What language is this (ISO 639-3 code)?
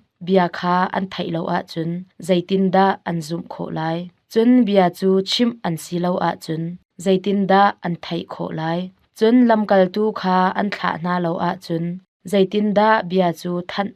cnh